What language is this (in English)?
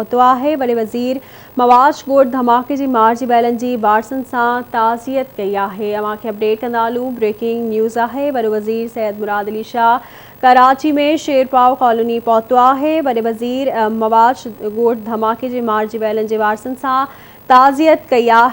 Sindhi